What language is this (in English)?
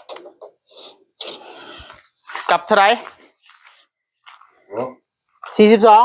Lao